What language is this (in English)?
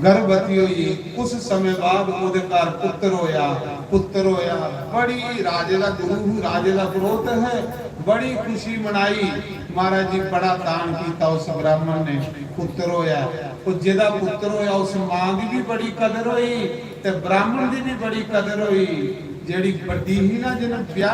Dogri